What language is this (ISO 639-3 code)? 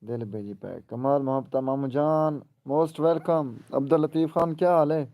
skr